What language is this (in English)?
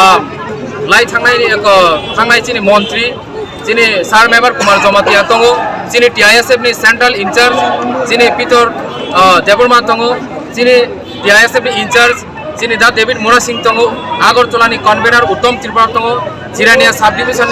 Kok Borok